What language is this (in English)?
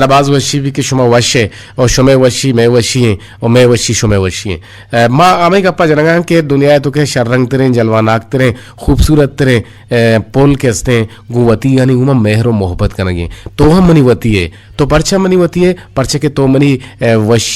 Eastern Balochi